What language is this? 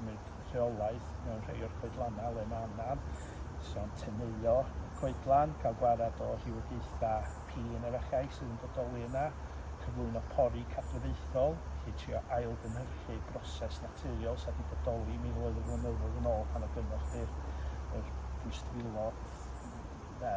Welsh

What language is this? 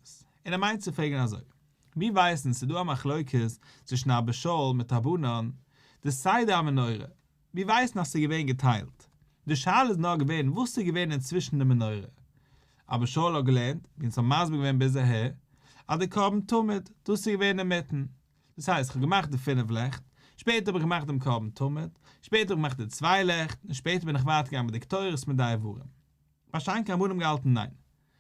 Yiddish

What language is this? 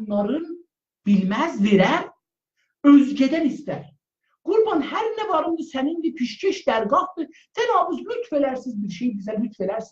South Azerbaijani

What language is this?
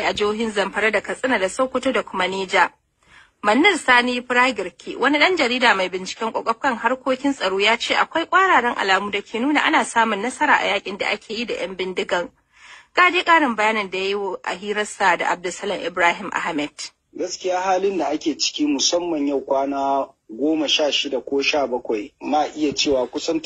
Hausa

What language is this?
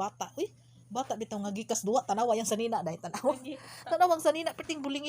Cebuano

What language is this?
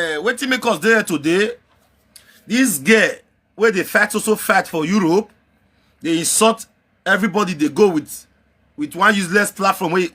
Nigerian Pidgin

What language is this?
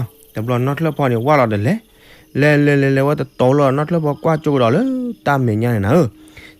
S'gaw Karen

